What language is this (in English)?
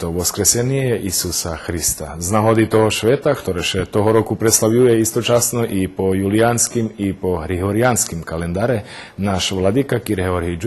Rusyn